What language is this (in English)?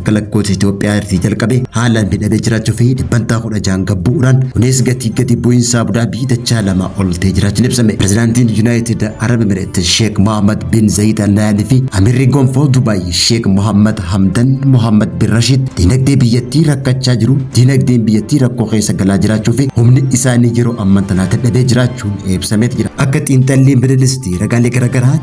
Oromo